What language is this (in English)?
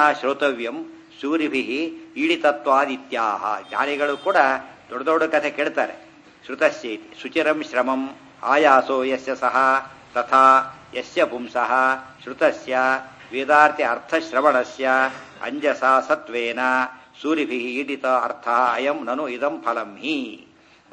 Kannada